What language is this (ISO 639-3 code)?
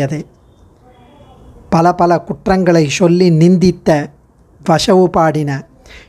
tam